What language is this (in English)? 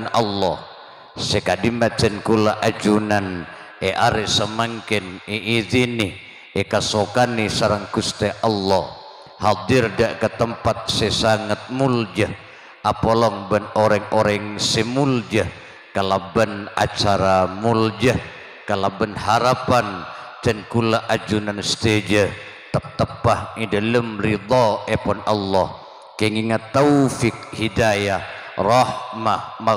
Madurese